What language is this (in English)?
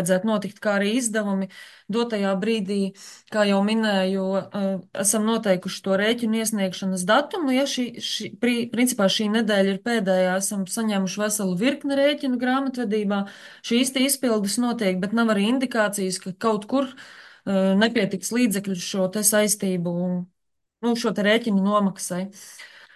Latvian